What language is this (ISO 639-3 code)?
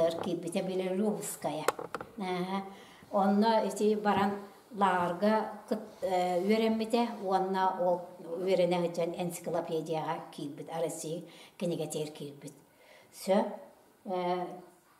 sah